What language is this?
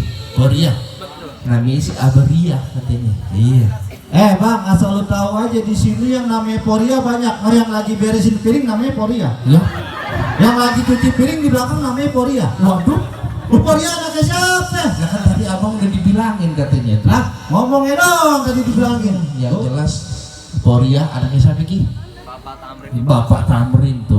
Betawi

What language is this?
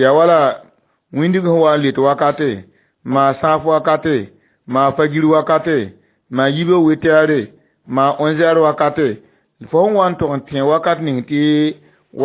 Mossi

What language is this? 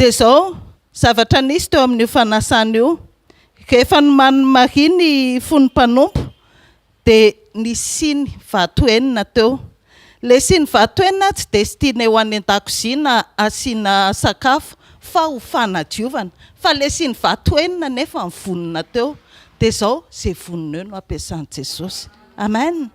Malagasy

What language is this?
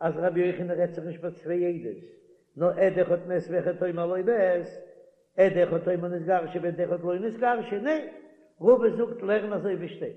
Yiddish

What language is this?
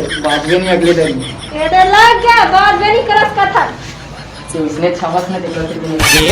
Chhattisgarhi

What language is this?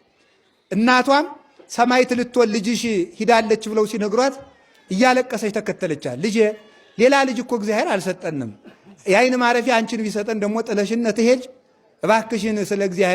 Amharic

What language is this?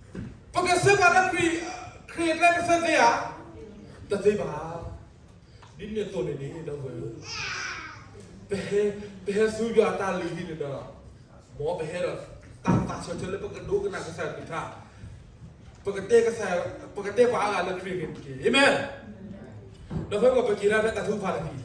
S'gaw Karen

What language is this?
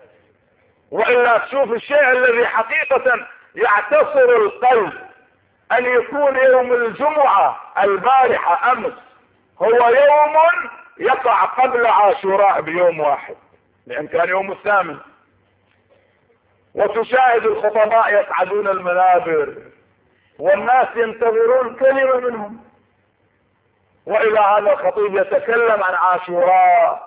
Arabic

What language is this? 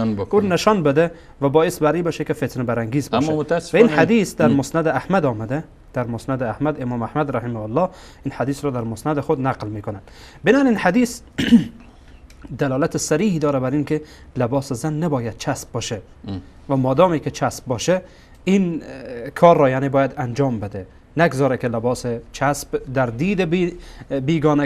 Persian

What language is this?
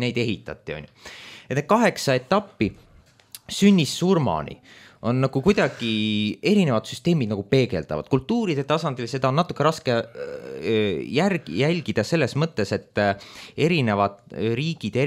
Estonian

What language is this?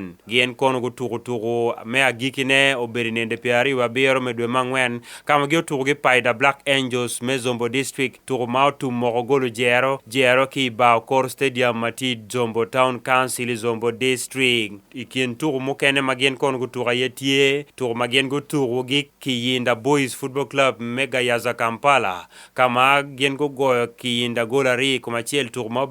Acoli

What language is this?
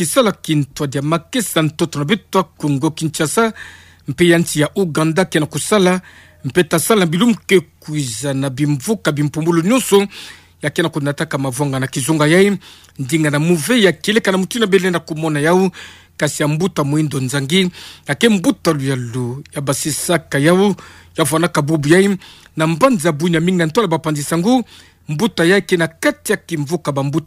Kituba (Democratic Republic of Congo)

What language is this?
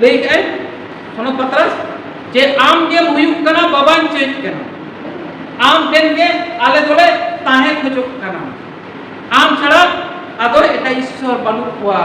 Santali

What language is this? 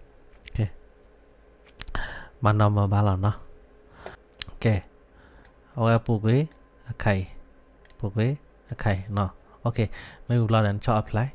S'gaw Karen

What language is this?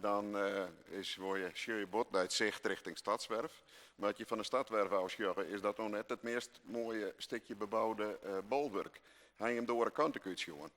Western Frisian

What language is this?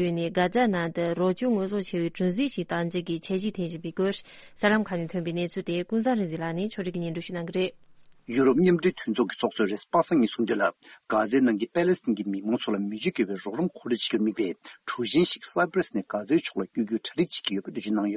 Tibetan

